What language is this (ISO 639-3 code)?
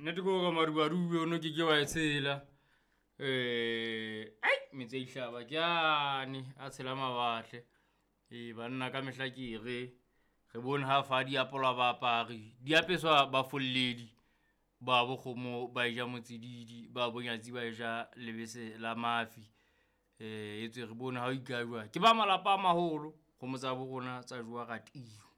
sot